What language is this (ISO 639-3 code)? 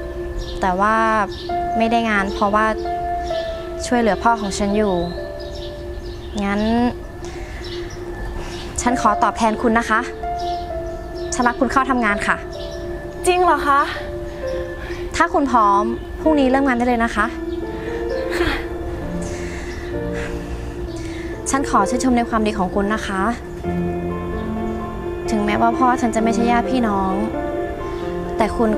tha